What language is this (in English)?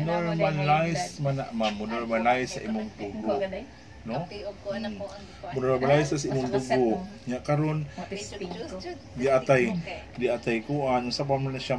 Cebuano